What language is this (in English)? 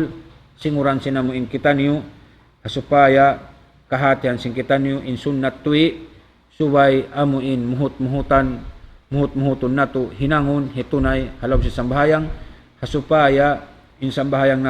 Tausug